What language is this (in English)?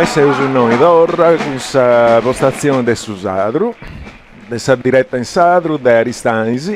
Sardinian